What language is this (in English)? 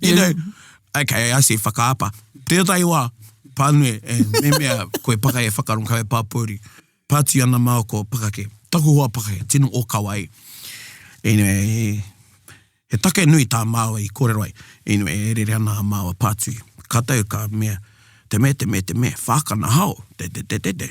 Māori